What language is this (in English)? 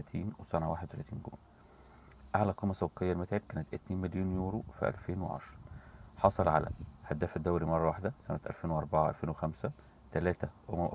Egyptian Arabic